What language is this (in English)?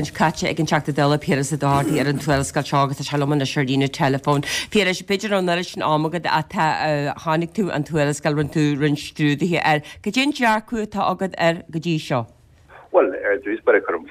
Irish